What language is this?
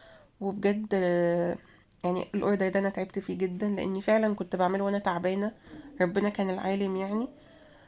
Egyptian Arabic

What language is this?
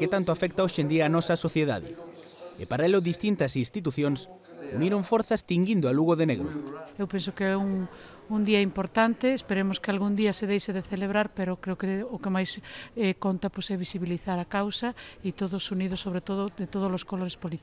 Galician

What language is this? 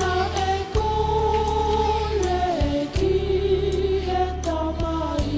Tongan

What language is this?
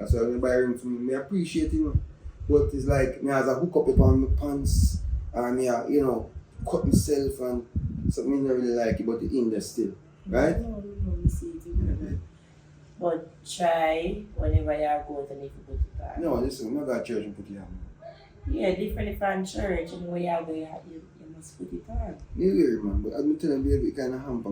Jamaican Creole English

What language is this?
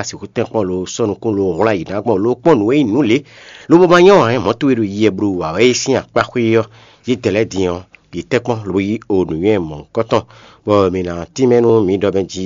Fon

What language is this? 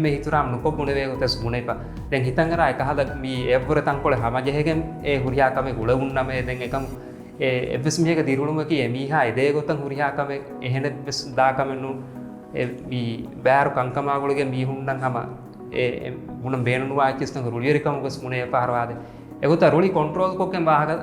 Divehi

